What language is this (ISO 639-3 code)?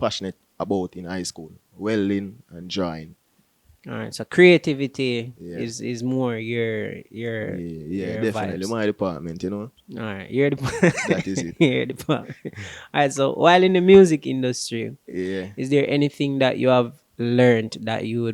jam